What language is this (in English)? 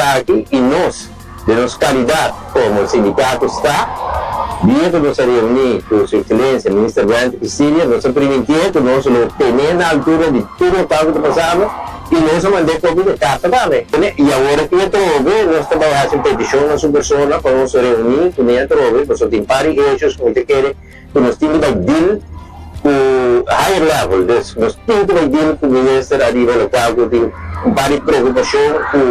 Papiamento